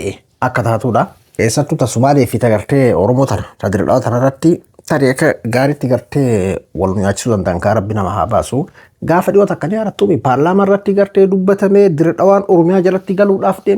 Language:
Oromo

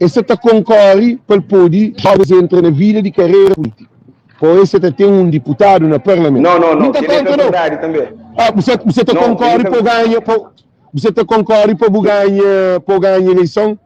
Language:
Kabuverdianu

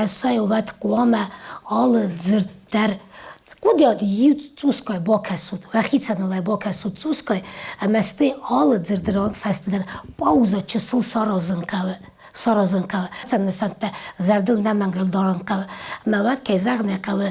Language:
Ossetic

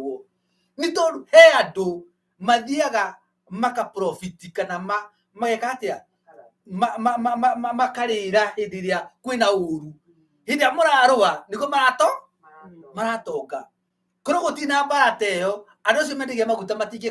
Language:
Kikuyu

